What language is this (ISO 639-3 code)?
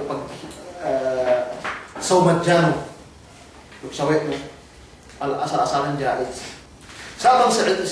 yka